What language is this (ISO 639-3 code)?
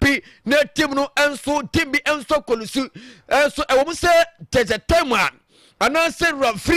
aka